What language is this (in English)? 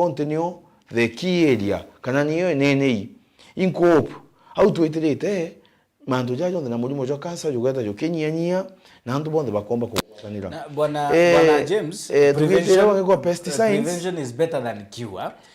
Meru